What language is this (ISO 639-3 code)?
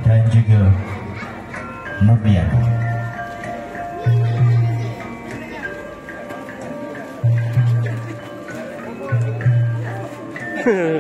msa